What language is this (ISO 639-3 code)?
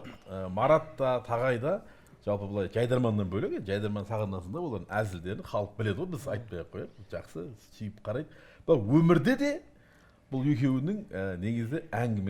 kaz